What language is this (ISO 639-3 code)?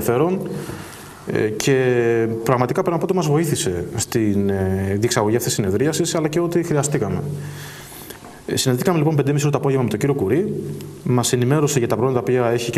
ell